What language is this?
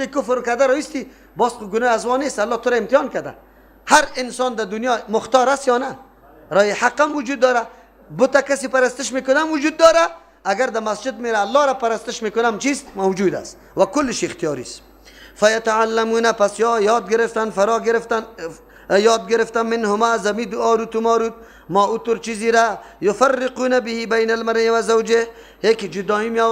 Persian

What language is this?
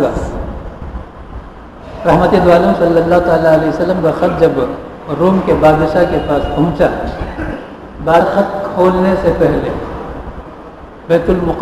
Urdu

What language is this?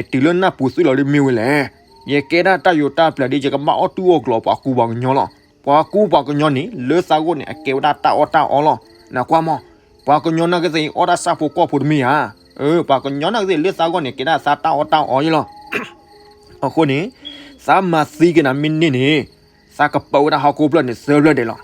S'gaw Karen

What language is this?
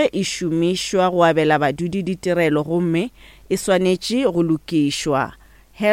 Northern Sotho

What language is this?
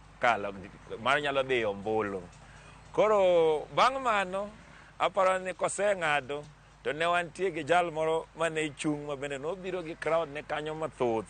Luo (Kenya and Tanzania)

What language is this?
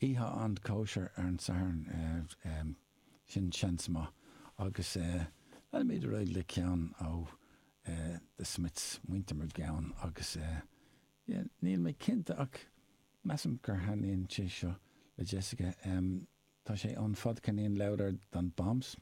Irish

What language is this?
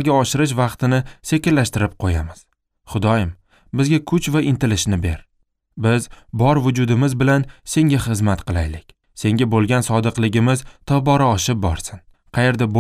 Uzbek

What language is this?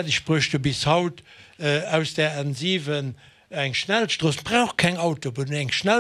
Luxembourgish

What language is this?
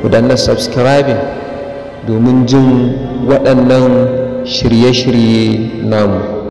Hausa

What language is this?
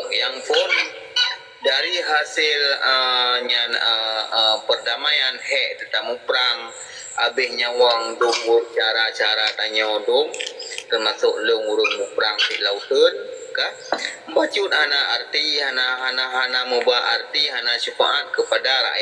Achinese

